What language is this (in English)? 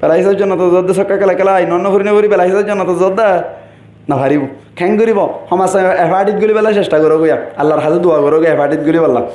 Rohingya